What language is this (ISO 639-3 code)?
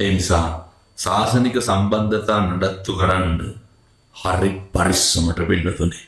sin